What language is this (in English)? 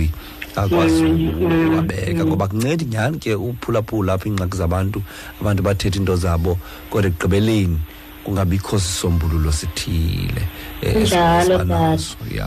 Xhosa